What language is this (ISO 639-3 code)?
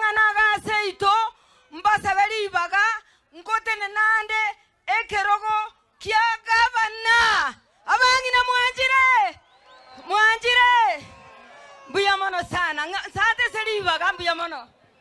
guz